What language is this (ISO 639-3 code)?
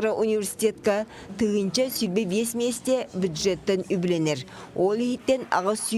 sah